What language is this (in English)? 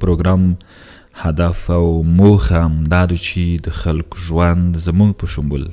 Pashto